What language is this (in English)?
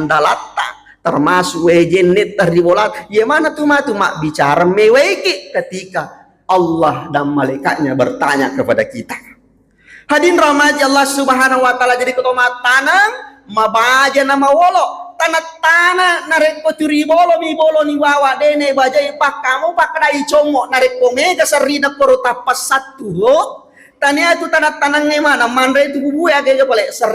Buginese